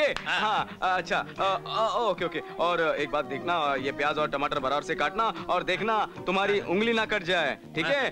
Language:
Hindi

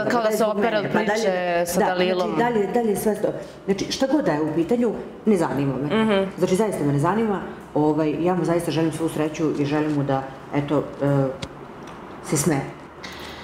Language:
Serbian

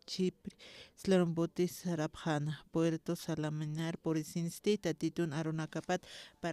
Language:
Aymara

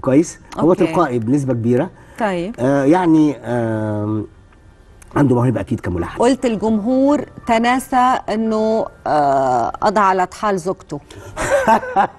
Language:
Egyptian Arabic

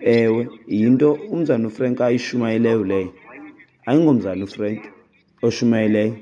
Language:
Xhosa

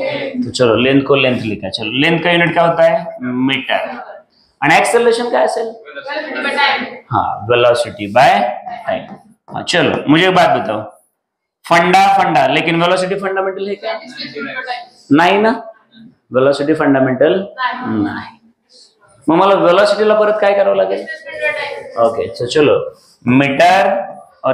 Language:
Marathi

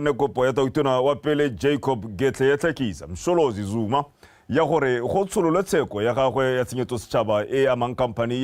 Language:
Tswana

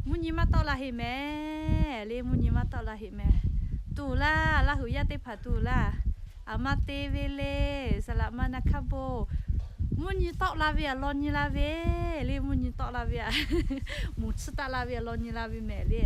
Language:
Lahu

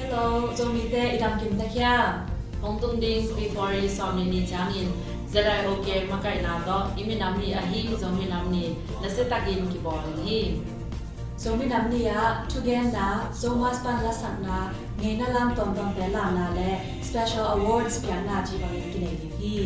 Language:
Tedim Chin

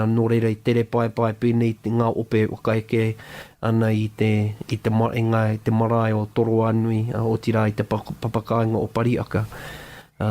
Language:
Māori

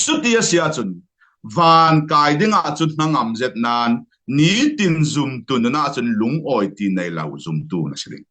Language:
Falam Chin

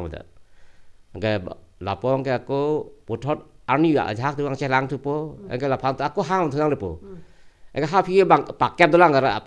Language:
Karbi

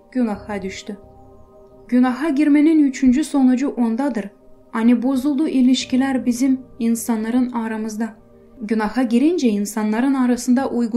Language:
Gagauz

